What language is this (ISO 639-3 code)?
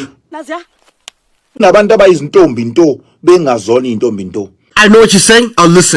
zul